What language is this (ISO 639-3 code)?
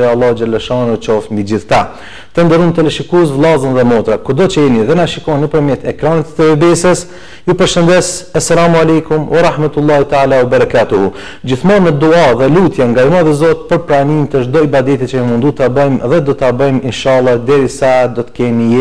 sqi